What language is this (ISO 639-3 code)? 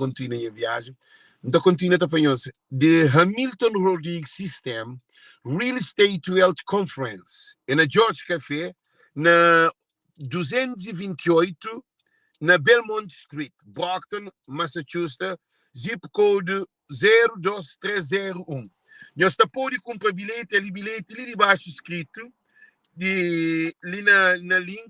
kea